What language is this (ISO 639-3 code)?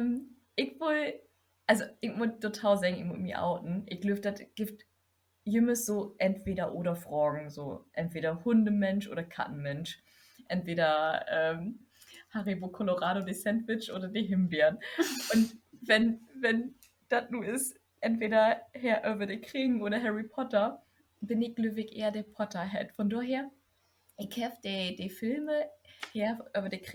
nds